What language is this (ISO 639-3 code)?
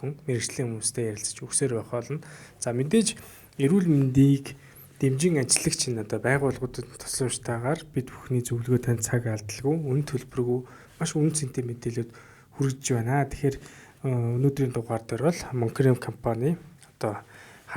mon